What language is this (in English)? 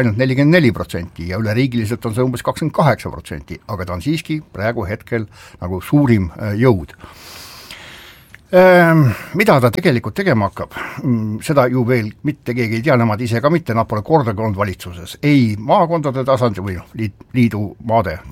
Estonian